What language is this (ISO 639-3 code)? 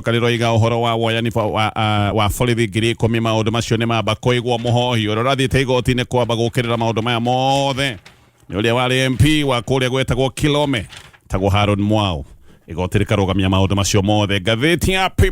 kik